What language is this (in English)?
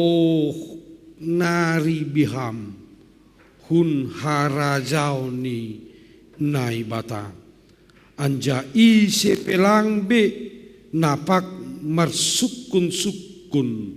Batak Simalungun